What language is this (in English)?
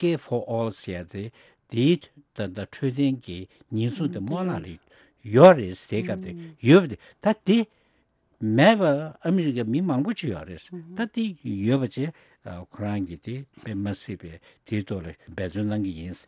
Tibetan